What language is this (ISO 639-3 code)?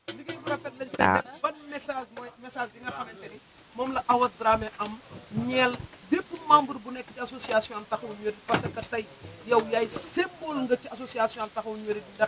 wol